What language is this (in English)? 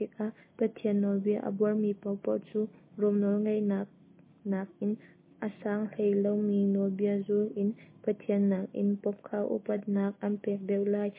Hakha Chin